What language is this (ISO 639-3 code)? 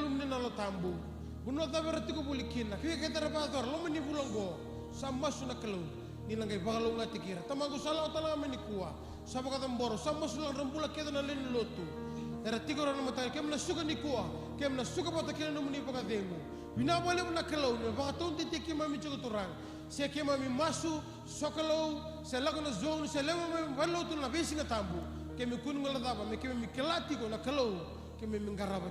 fij